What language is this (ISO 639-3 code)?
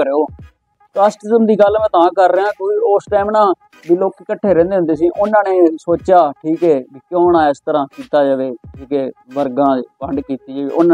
pan